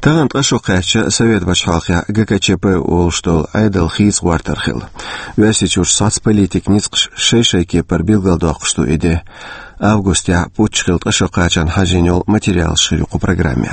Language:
Chechen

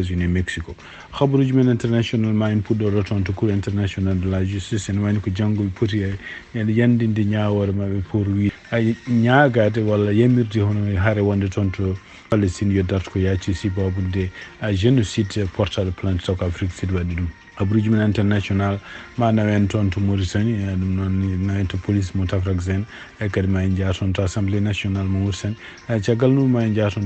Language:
Fula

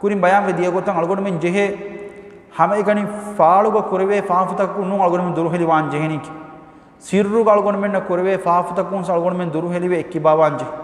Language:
Divehi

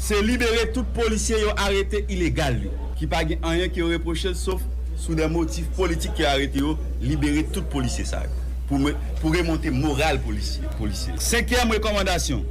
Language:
Haitian Creole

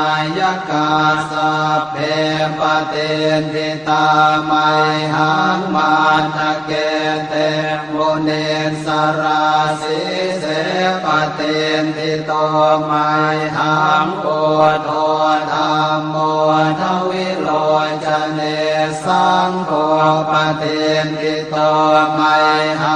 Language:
Pali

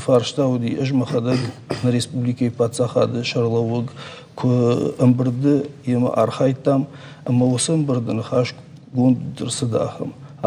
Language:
Ossetic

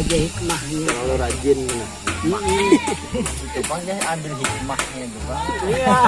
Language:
Banjar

